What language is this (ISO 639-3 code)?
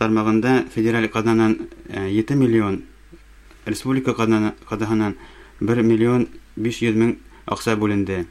bak